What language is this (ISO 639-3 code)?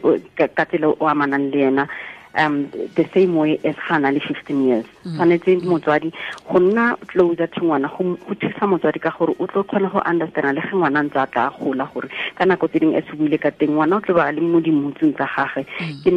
tsn